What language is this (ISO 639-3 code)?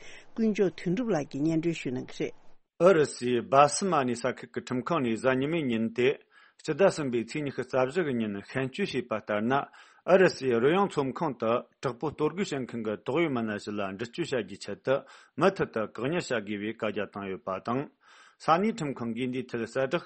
bod